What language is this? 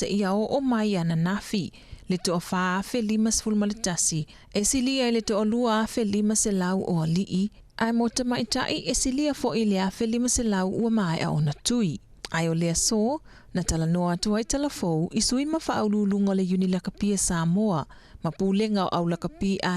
Samoan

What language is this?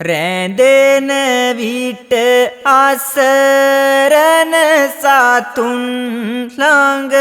Sinhala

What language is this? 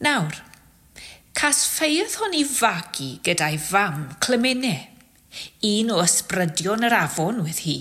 Welsh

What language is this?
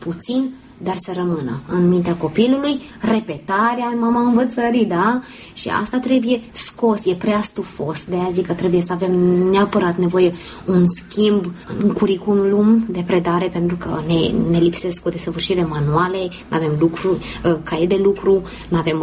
Romanian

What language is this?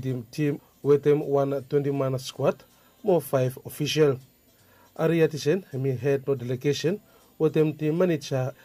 Bislama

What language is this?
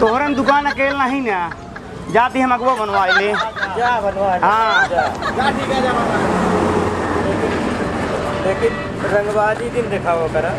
Awadhi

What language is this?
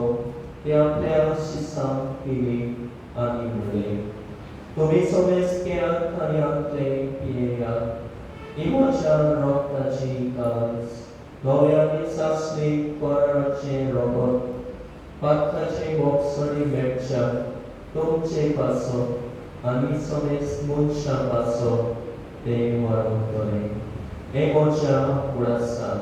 Konkani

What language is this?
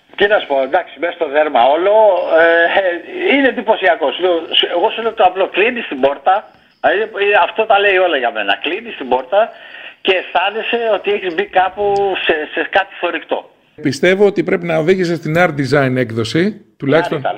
Greek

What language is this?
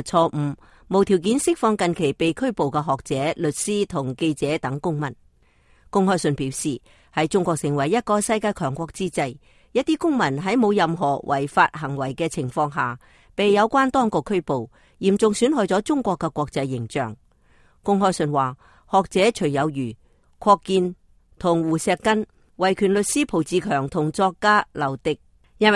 Cantonese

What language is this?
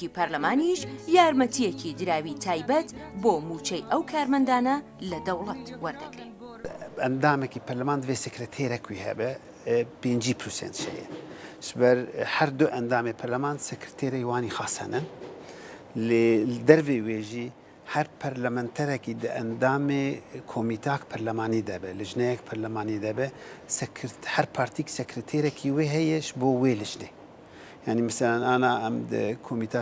Kurdish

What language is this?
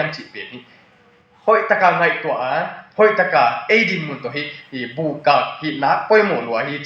Tedim Chin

